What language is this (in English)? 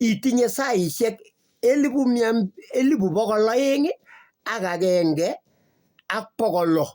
Kalenjin